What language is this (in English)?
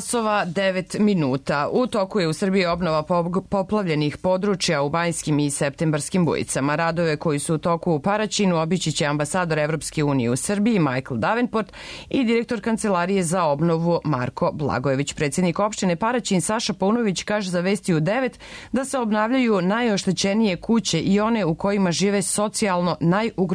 Serbian